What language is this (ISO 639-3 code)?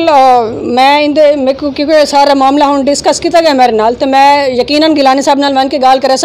skr